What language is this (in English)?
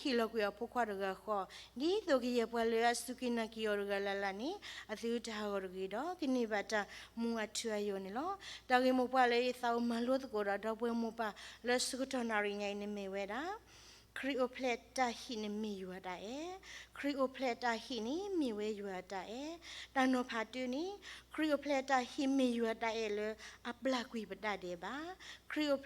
S'gaw Karen